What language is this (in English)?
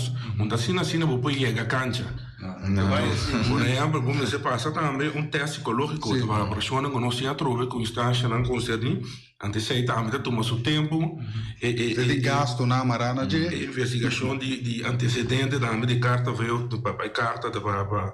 Papiamento